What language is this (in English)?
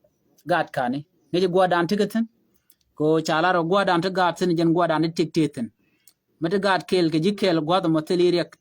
Nuer